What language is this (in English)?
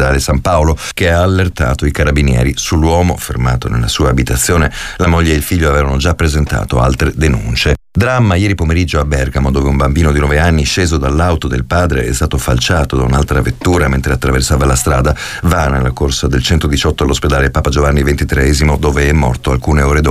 Italian